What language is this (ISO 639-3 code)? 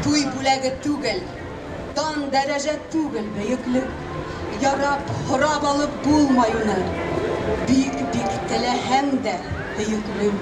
bak